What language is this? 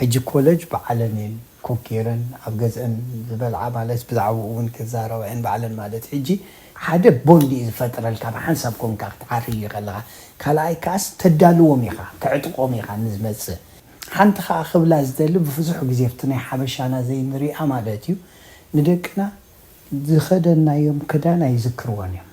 Tigrinya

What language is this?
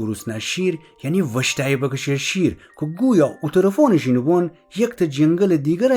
Gilaki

